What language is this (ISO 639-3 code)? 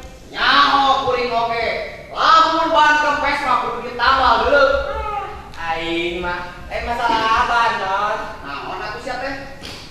sun